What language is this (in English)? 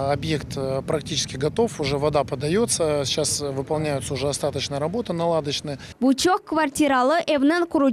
Crimean Tatar